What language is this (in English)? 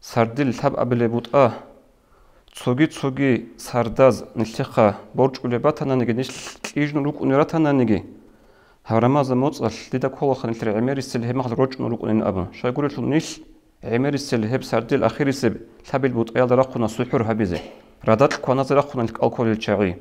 Avaric